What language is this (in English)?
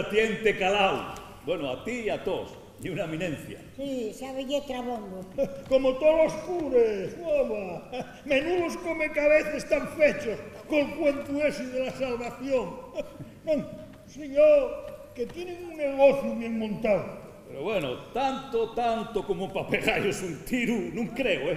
Asturian